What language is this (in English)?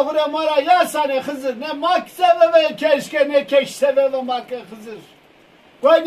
Zaza